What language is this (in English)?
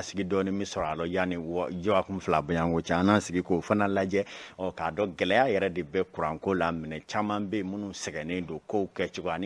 Bambara